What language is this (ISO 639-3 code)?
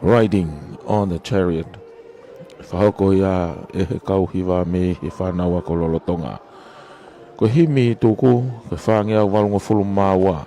ton